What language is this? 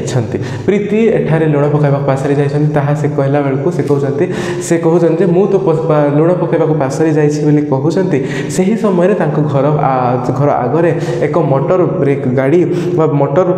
Odia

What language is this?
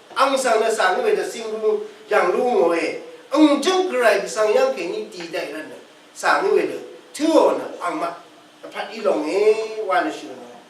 Rawang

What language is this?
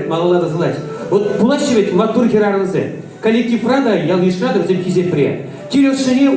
Chuvash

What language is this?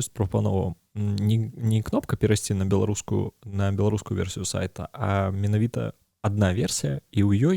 Belarusian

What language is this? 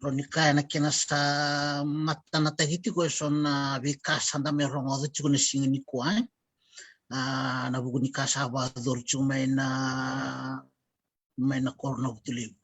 Fijian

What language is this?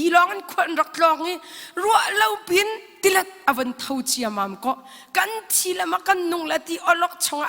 Hakha Chin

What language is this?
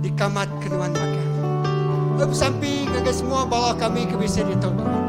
Iban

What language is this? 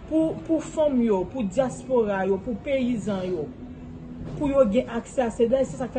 Haitian Creole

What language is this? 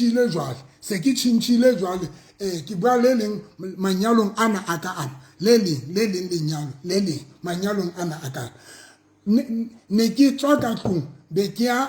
Southern Sotho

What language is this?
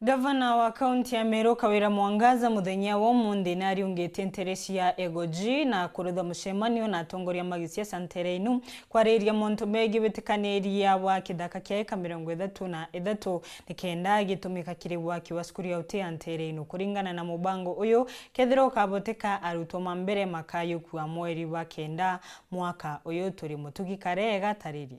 Meru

